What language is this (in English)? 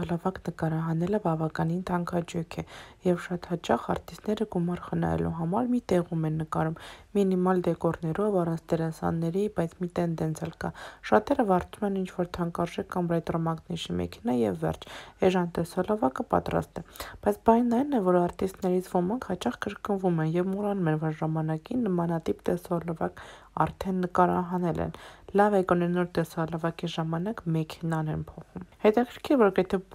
Armenian